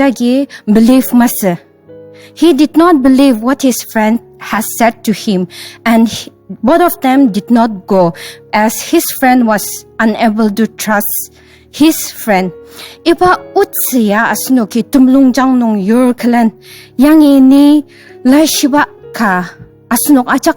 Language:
Ao Naga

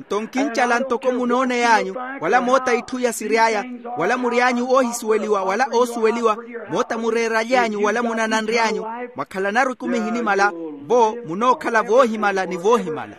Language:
Makhuwa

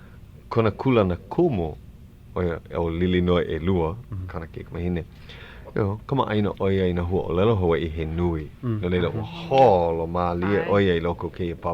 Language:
Hawaiian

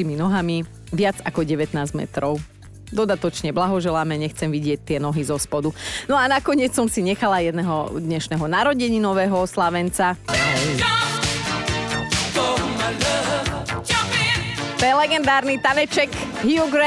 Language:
Slovak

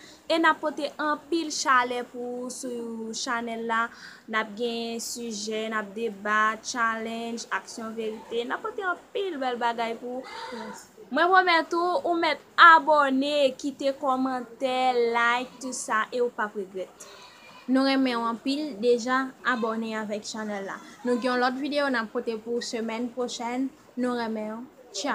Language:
Haitian Creole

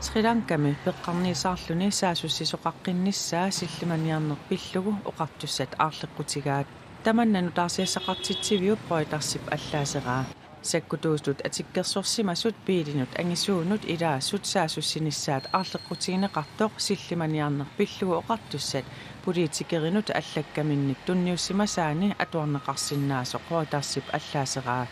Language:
Kalaallisut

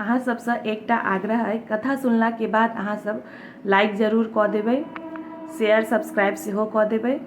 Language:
Maithili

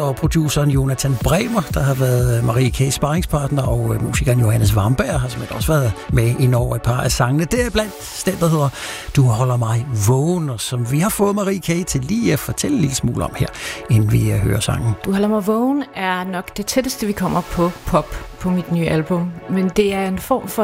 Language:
Danish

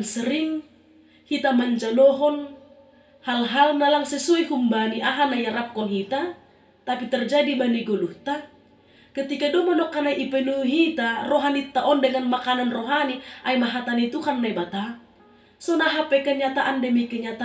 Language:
Batak Simalungun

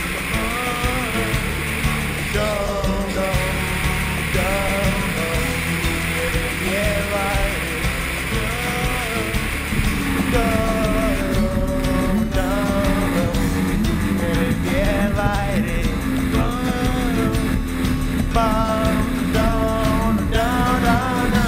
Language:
Icelandic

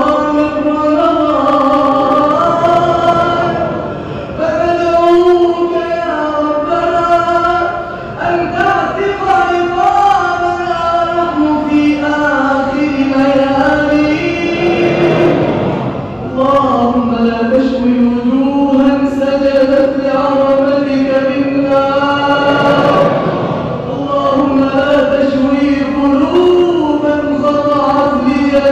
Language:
Arabic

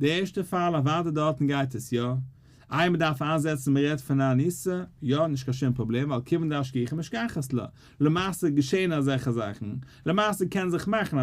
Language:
Yiddish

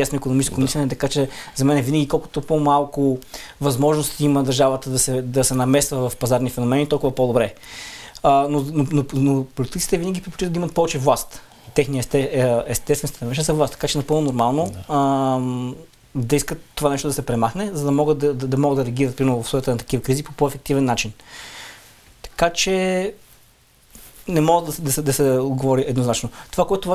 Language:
Bulgarian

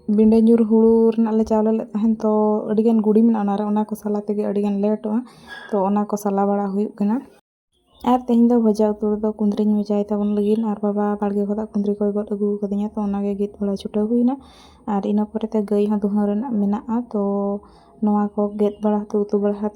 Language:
Santali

